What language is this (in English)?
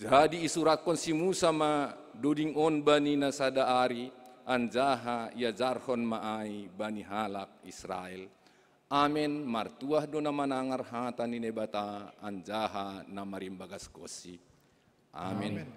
Batak Simalungun